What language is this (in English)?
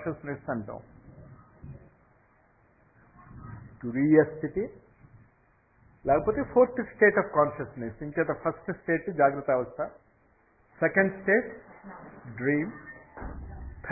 Telugu